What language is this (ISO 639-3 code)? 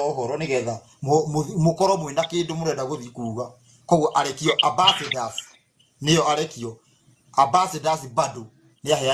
kik